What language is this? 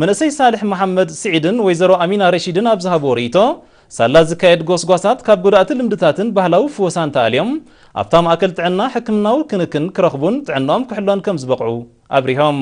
Tigrinya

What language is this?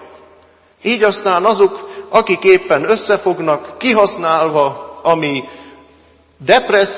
Hungarian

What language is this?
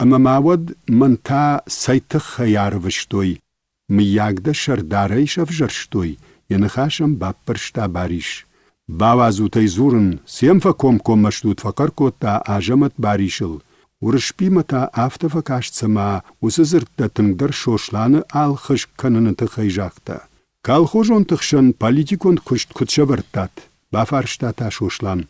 Ossetic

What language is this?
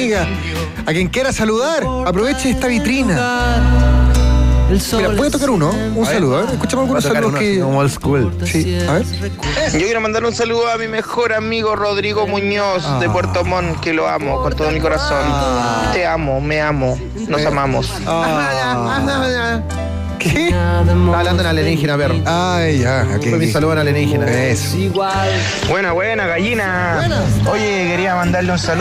Spanish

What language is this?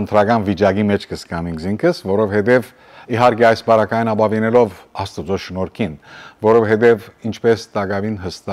Western Armenian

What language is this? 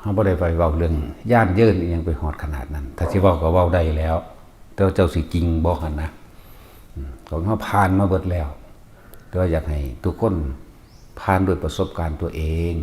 Northeastern Thai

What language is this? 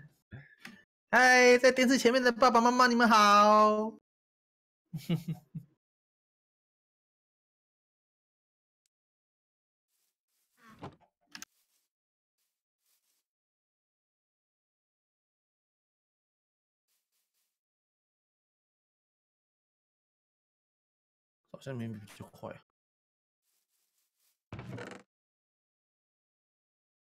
Chinese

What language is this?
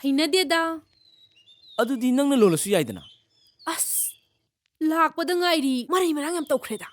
Manipuri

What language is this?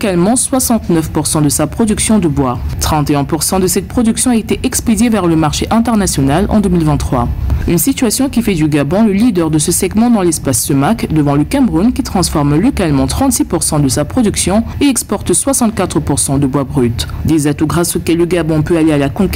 French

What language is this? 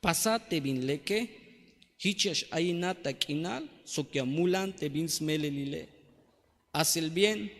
Tzeltal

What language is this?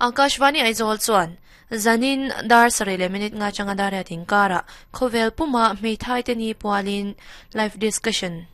Mizo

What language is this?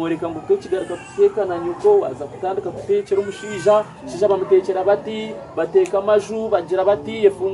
Nyankole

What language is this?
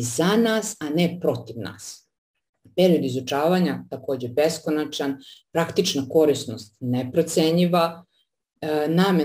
Serbian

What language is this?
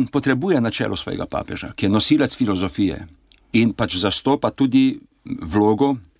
Slovenian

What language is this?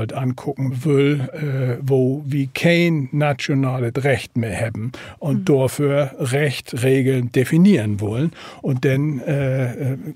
Low German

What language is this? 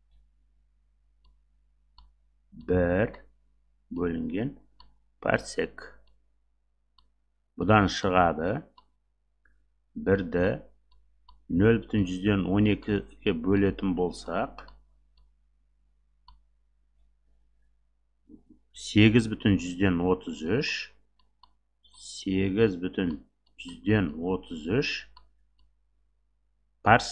Kazakh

